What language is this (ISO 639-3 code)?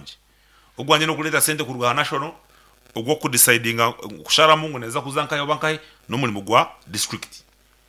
nyn